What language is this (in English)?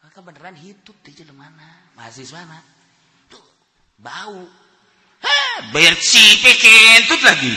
Sundanese